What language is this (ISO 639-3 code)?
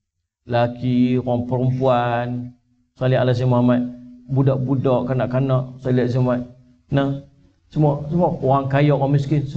msa